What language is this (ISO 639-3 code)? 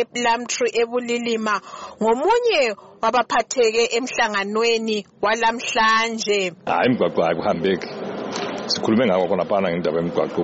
nde